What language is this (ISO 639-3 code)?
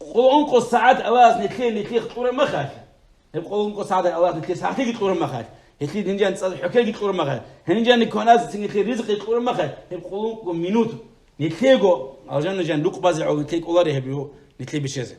ava